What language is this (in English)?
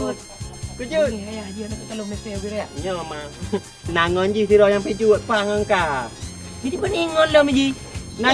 Achinese